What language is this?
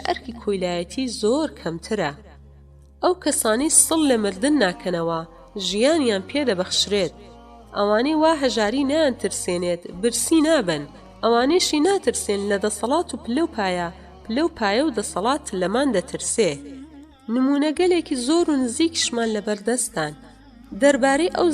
Central Kurdish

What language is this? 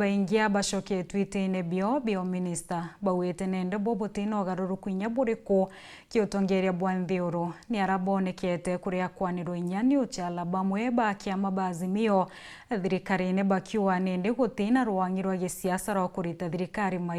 Meru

